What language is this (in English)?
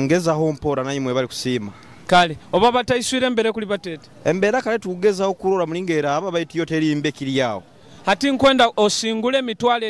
Nyoro